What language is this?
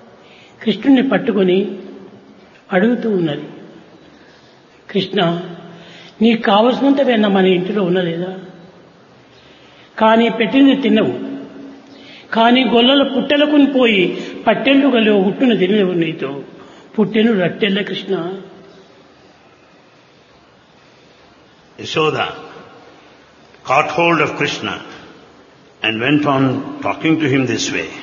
Telugu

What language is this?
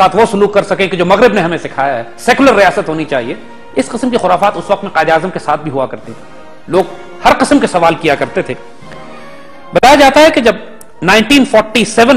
Urdu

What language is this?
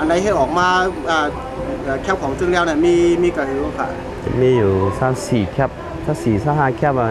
Shan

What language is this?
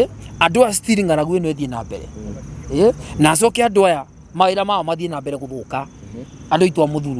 Kikuyu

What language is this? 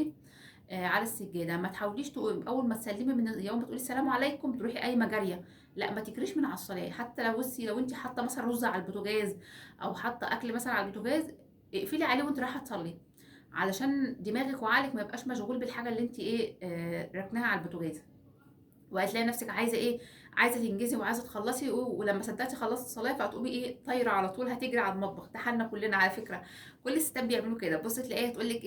Egyptian Arabic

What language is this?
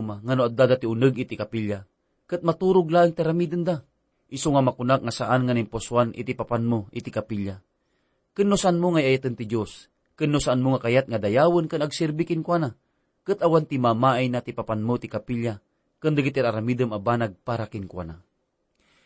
Iloko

